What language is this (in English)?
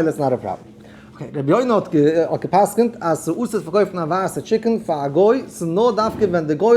Yiddish